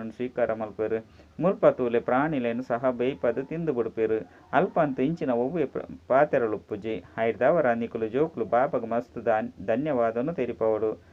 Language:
Tulu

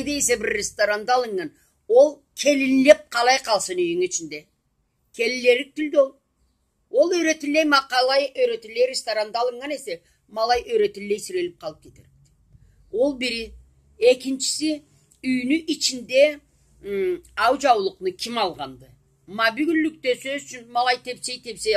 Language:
Karachay-Balkar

